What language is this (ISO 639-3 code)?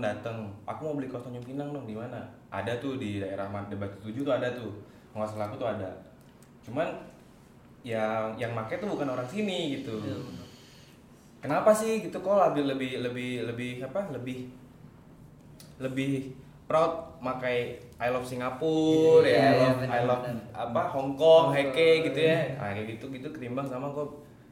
ind